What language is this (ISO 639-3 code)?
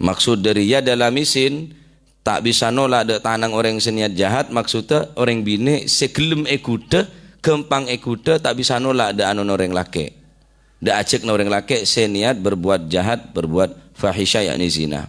mad